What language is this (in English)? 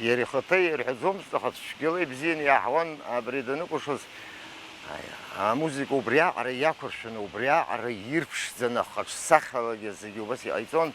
Abkhazian